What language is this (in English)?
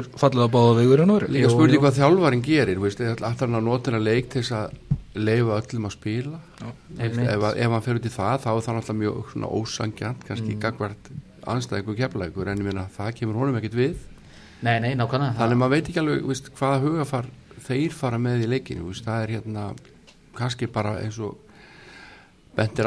Icelandic